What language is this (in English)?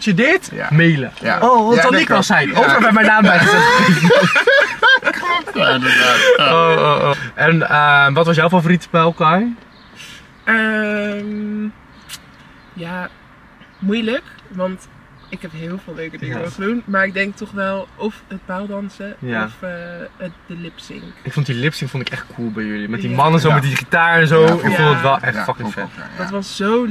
Dutch